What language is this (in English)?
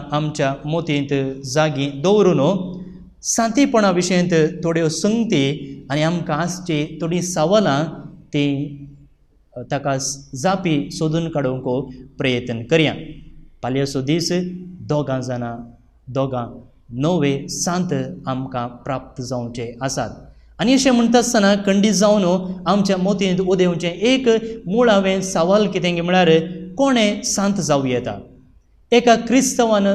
Konkani